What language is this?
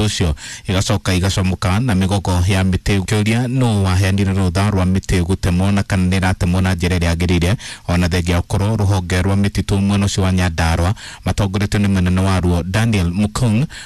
Kikuyu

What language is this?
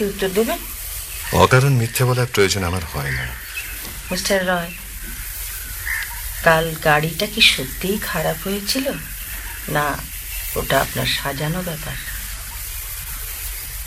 Bangla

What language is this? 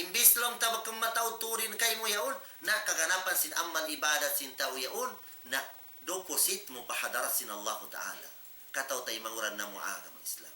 Tausug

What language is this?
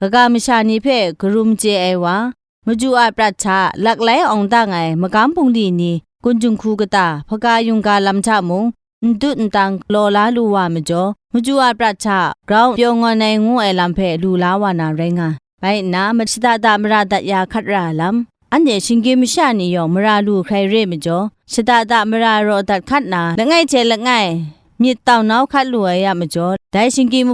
Kachin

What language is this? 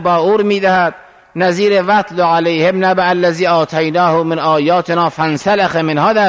Persian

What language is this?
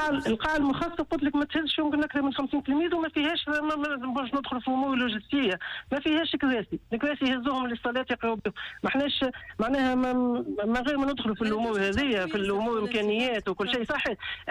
Tunisian Arabic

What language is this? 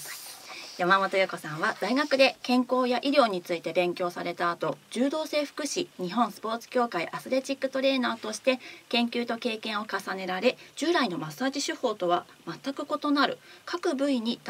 Japanese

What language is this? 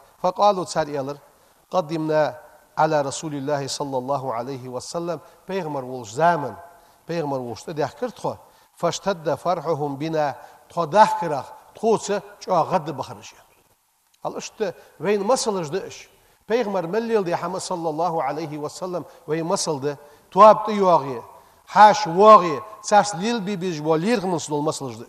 Ingush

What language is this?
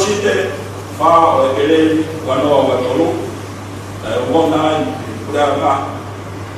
Tongan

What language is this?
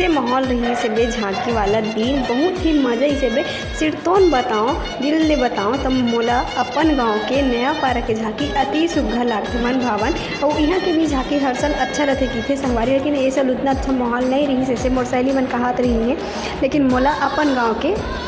Chhattisgarhi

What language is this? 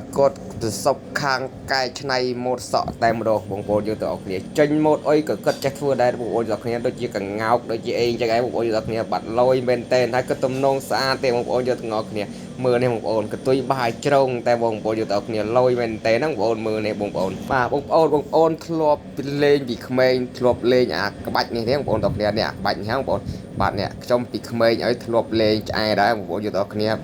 Khmer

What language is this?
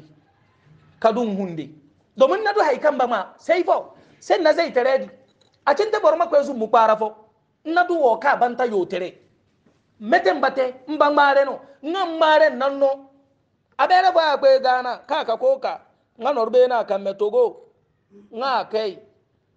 Hausa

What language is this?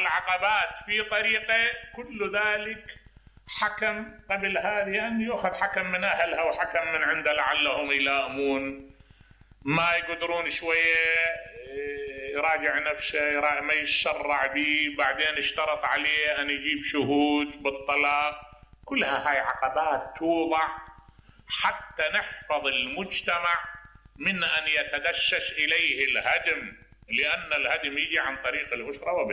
Mesopotamian Arabic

